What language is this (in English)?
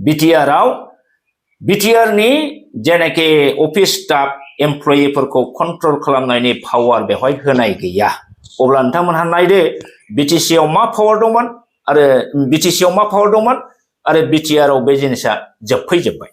Bodo